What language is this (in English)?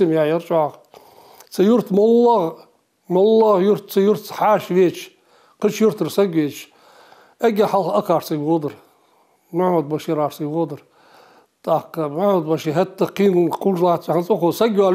Ingush